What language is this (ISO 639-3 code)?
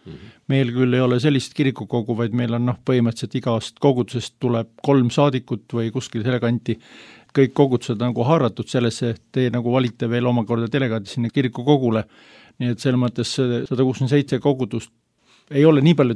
est